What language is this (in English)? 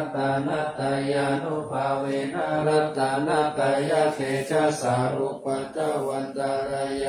Pali